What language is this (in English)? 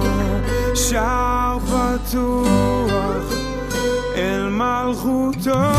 Hebrew